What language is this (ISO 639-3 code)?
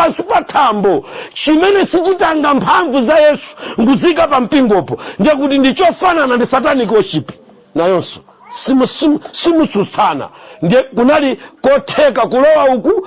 nya